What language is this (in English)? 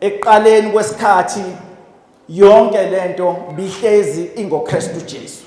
Zulu